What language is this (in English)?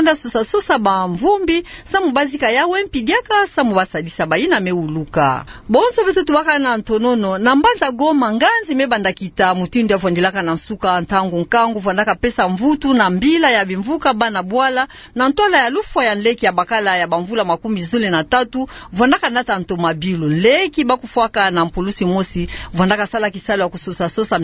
Kituba (Democratic Republic of Congo)